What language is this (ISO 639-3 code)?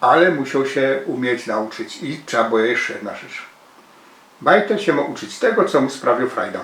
szl